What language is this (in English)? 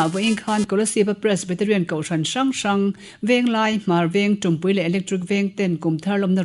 Mizo